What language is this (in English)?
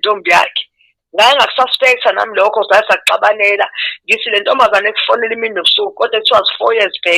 Zulu